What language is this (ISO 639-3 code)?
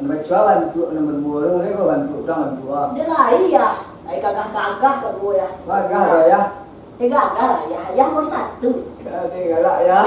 min